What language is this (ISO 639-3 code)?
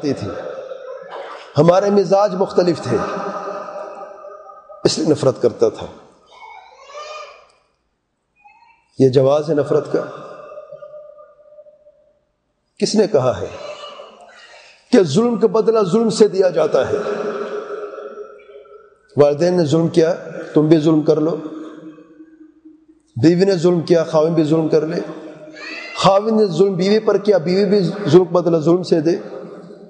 urd